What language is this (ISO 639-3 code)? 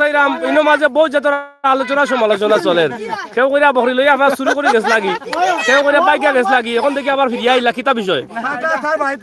syl